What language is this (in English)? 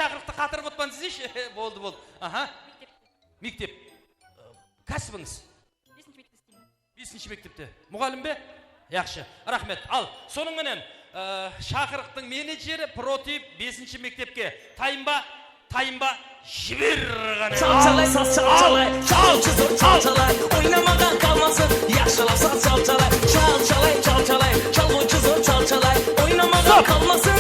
Kara-Kalpak